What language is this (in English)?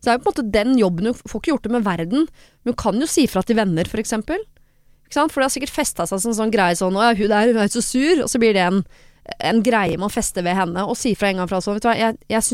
Norwegian